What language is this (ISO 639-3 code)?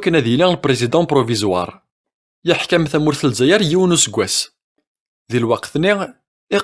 kab